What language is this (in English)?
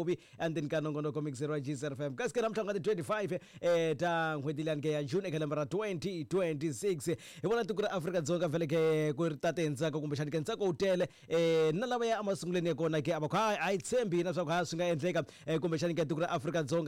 Tsonga